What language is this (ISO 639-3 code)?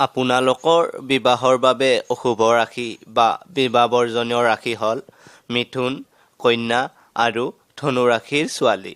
asm